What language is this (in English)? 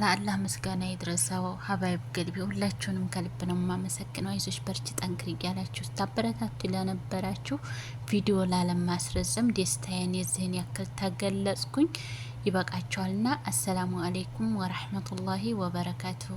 Amharic